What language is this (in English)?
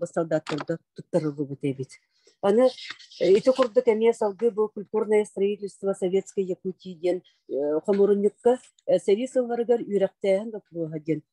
Yakut